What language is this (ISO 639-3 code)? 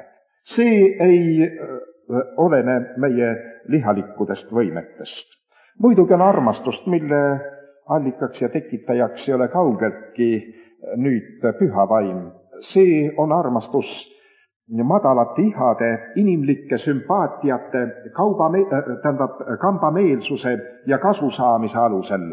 est